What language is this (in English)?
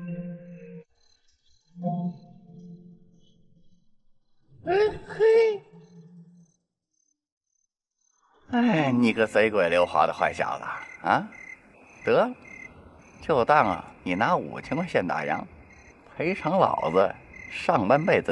Chinese